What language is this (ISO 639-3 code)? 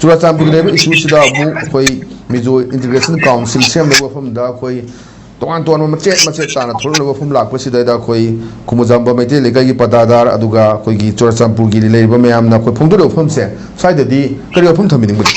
mni